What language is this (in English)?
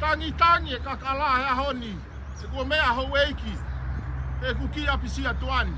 Tongan